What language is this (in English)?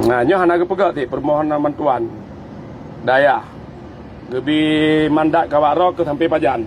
Achinese